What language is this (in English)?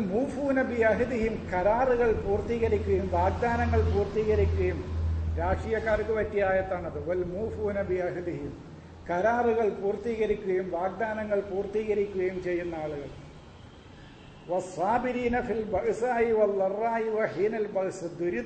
Malayalam